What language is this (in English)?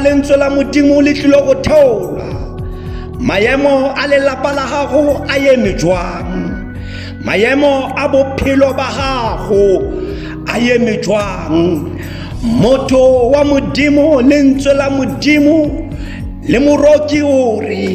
Tswana